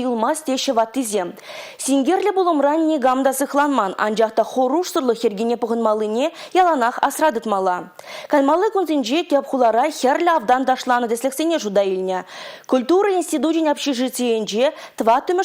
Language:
Chuvash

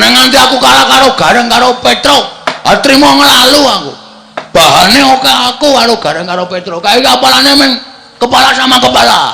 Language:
Javanese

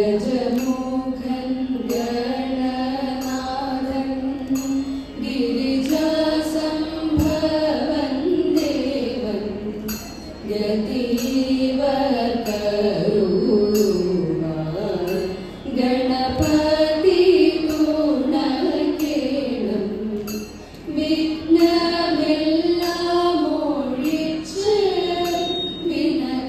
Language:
Malayalam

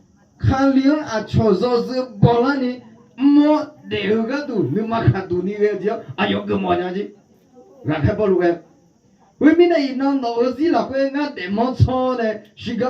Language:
Akha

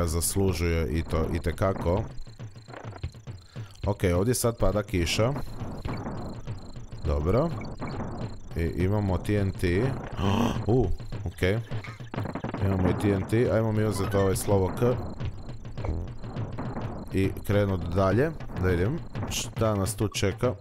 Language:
Croatian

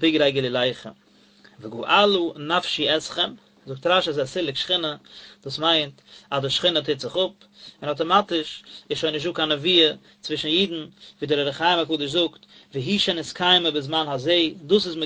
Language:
Yiddish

